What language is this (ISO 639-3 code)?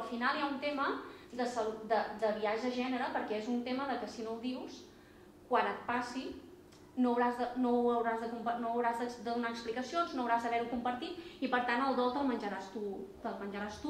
cat